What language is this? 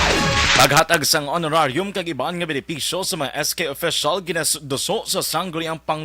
Hiligaynon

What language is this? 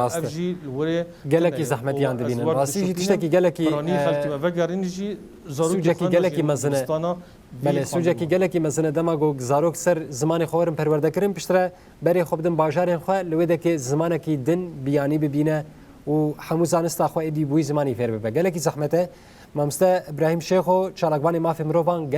Kurdish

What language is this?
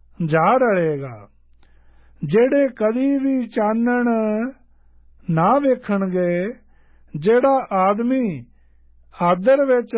Punjabi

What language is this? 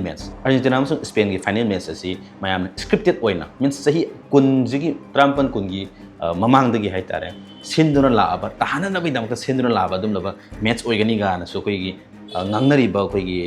Manipuri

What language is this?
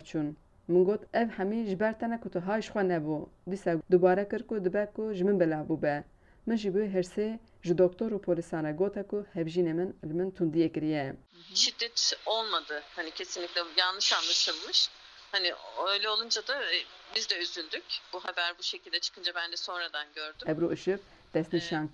Kurdish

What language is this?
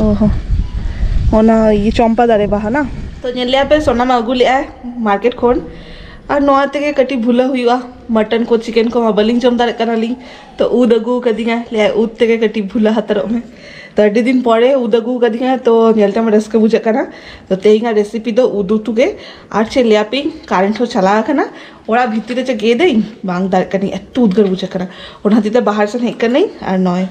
Santali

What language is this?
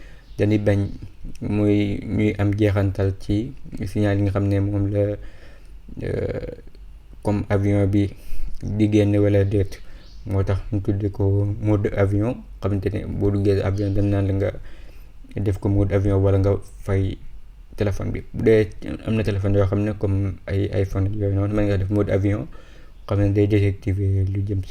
Wolof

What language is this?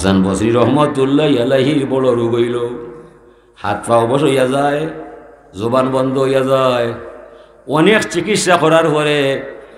Sylheti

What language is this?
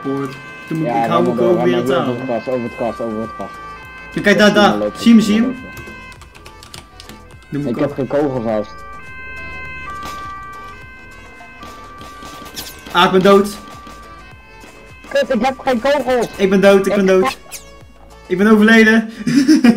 Dutch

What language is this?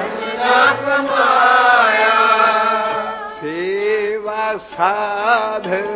Punjabi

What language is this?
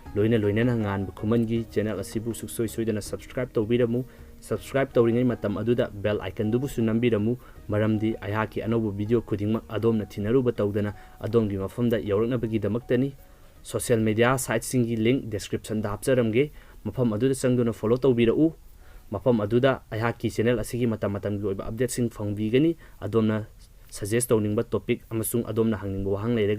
Manipuri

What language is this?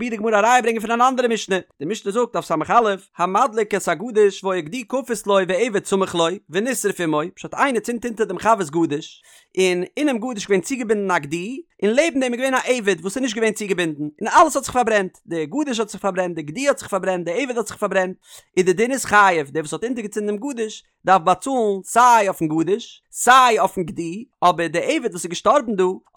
Yiddish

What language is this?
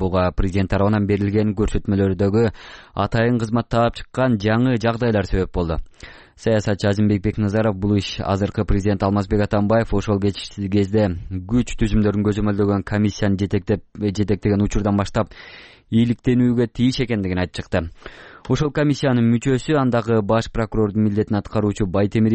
Kyrgyz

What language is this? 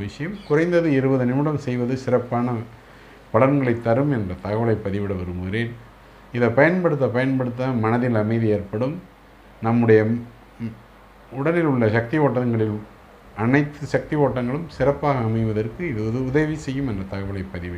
Tamil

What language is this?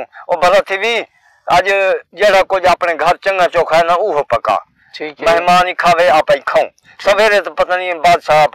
Saraiki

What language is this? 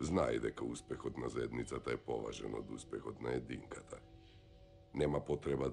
Macedonian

